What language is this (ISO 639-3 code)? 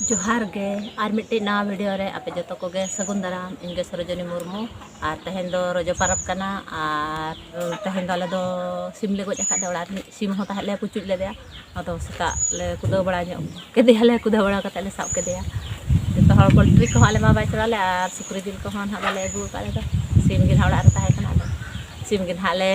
sat